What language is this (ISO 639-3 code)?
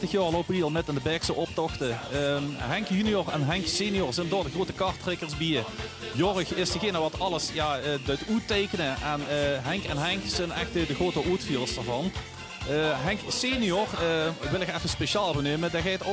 lim